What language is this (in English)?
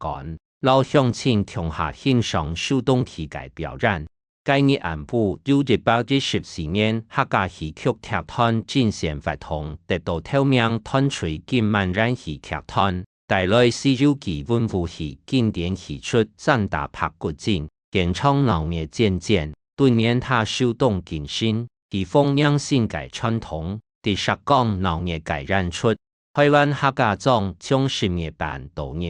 Hakka Chinese